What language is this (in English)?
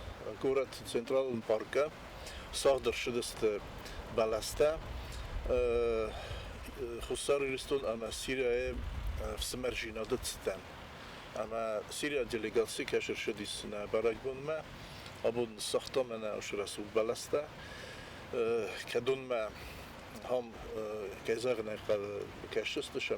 Ossetic